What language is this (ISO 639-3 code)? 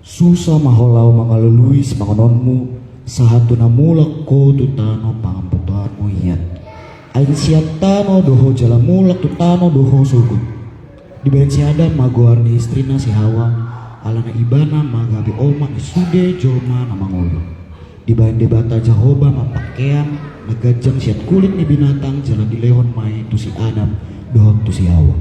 bbc